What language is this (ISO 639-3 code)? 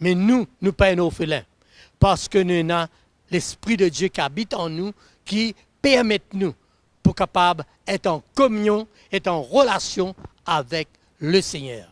mfe